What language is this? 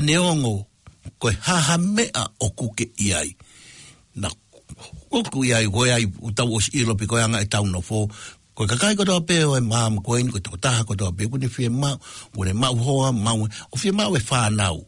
Tongan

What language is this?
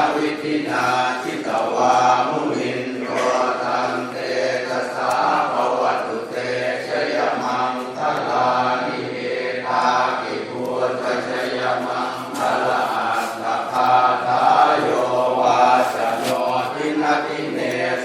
Pali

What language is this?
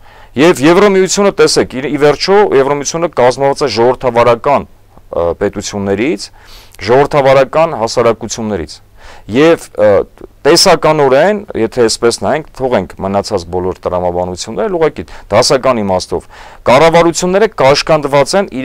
Armenian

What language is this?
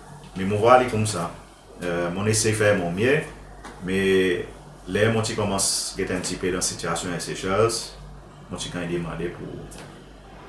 Seselwa Creole French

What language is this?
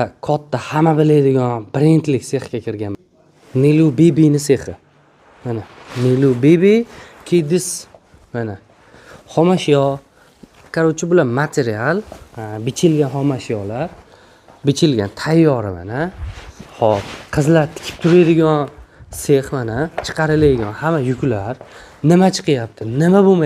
Uzbek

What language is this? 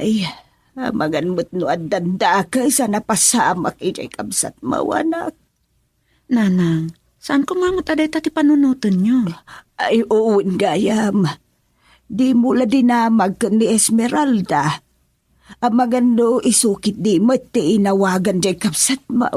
Iloko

